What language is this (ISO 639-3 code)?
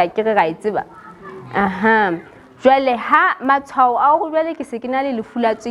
sot